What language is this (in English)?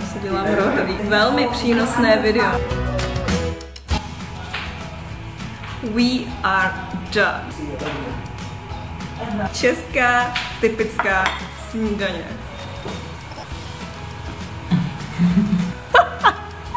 Czech